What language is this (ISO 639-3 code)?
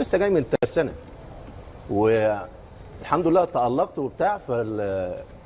arz